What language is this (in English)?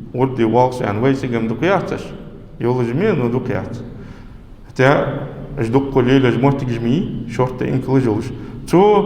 Ingush